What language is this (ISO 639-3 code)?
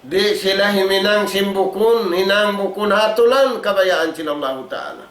tsg